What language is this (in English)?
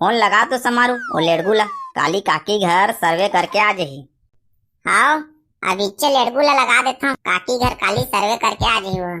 Chhattisgarhi